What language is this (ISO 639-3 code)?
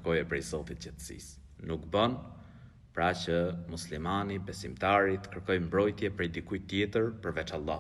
sqi